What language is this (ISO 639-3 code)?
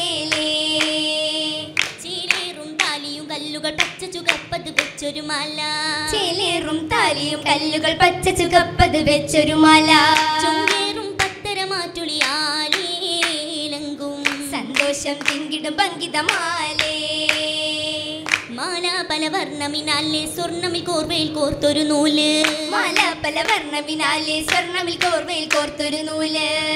mal